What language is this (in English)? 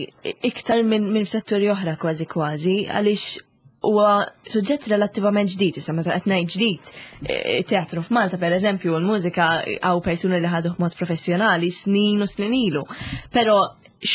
Maltese